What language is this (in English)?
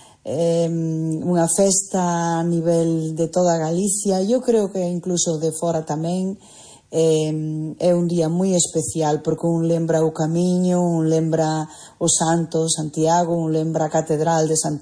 Galician